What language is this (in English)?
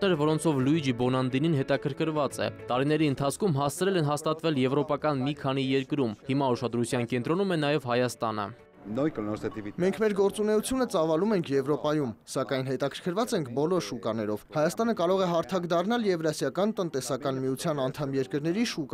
Armenian